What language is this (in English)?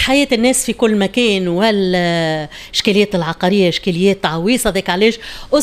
Tunisian Arabic